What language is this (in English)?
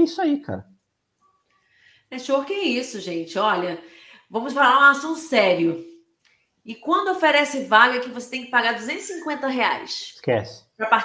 Portuguese